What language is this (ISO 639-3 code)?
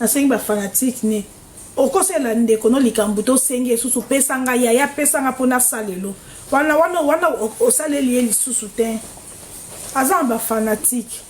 lin